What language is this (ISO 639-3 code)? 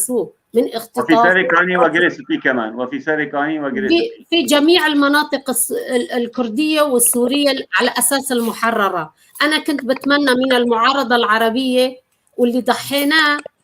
apc